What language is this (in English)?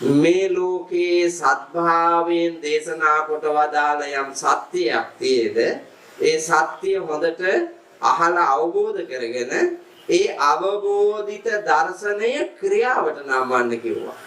Sinhala